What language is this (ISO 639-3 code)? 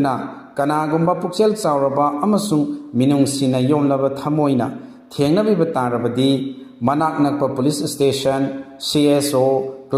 mni